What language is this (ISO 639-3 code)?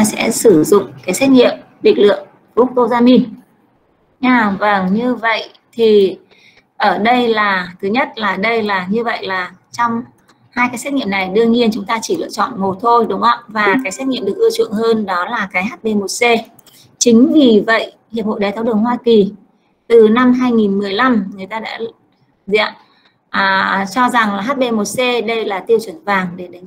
vie